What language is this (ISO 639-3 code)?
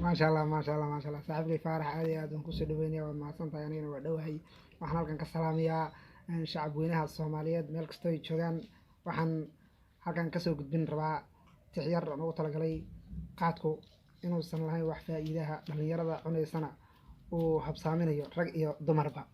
som